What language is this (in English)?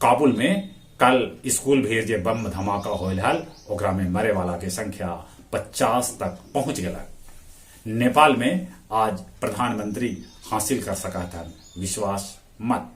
Magahi